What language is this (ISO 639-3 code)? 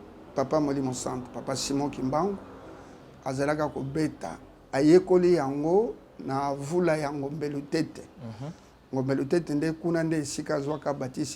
lin